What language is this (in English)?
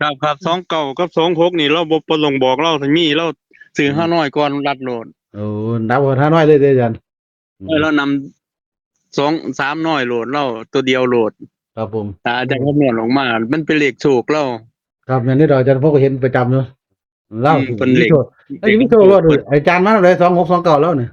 Northeastern Thai